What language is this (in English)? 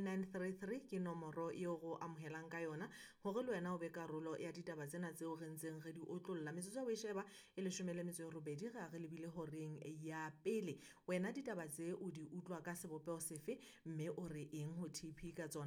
Southern Sotho